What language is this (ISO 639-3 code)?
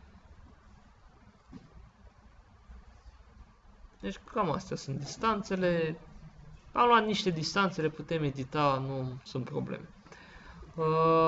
ron